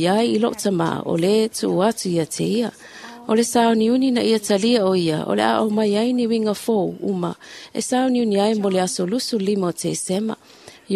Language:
Samoan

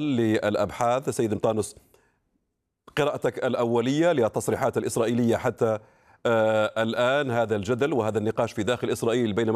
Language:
Arabic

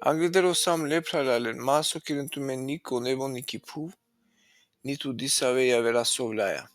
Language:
Balkan Romani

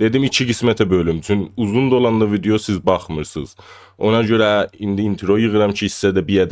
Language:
South Azerbaijani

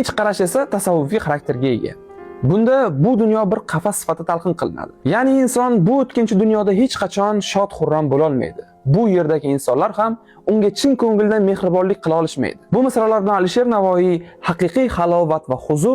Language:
Uzbek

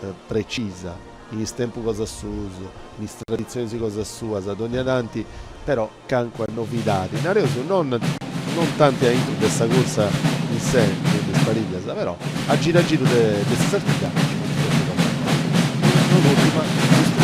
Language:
Sardinian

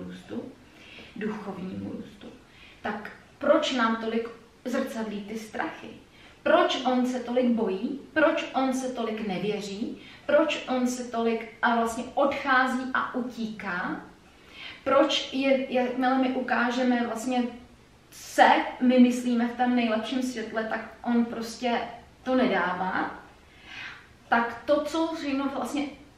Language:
Czech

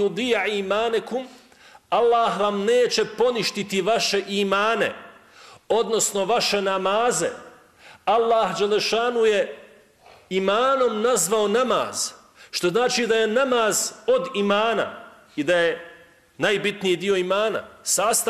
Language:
Bosnian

